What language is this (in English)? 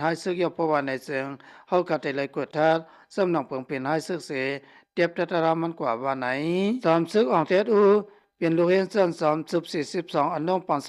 Lao